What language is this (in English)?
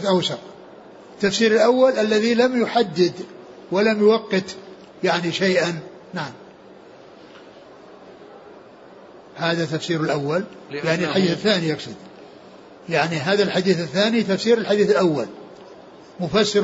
Arabic